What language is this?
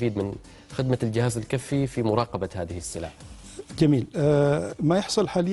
Arabic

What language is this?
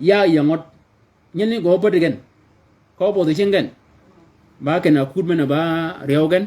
Shilluk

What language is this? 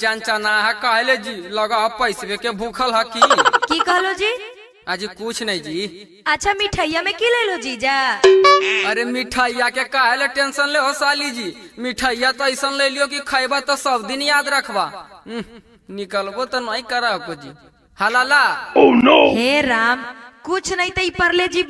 Magahi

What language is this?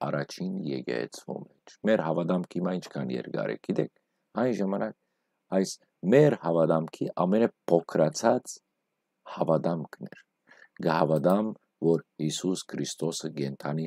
Western Armenian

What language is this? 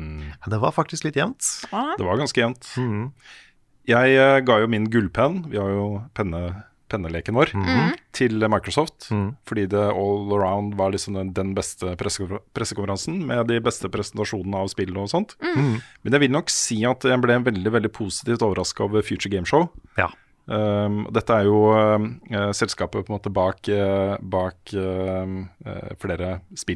Norwegian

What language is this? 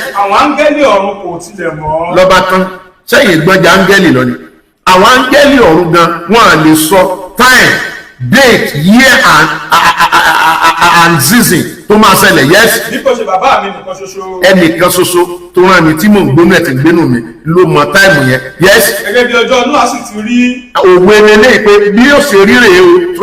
Yoruba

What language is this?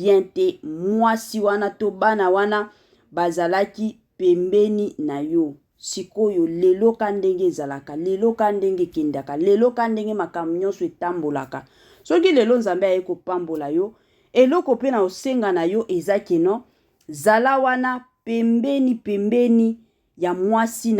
Lingala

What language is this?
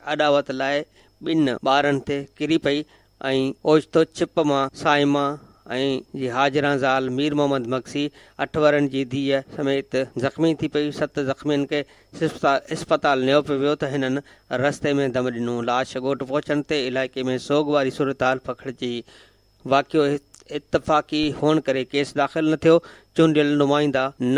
Sindhi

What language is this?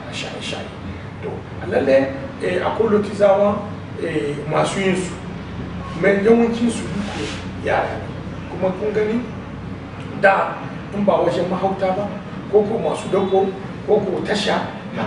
Hausa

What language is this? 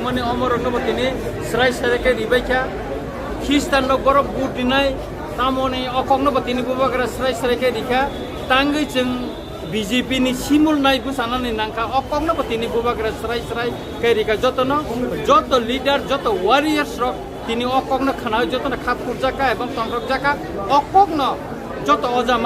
Kok Borok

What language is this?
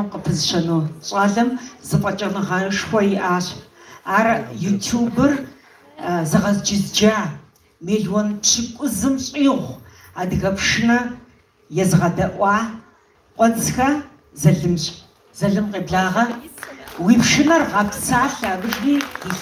Kabardian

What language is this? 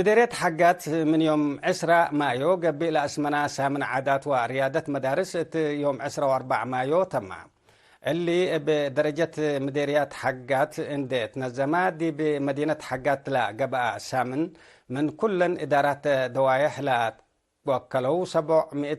Tigre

